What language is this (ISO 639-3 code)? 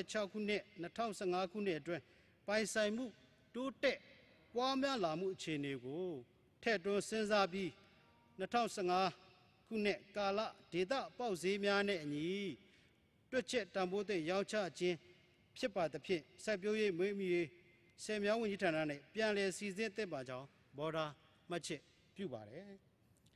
mya